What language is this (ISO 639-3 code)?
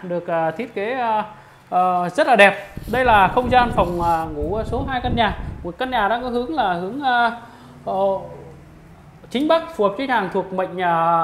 vie